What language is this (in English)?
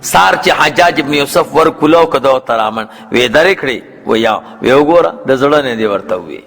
Pashto